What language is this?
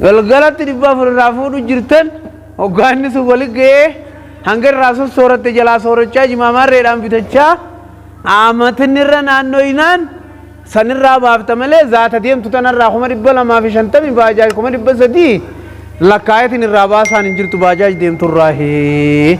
Oromo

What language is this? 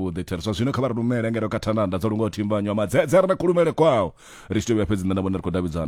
Venda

